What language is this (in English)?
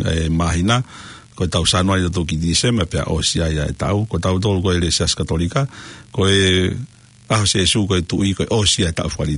Tongan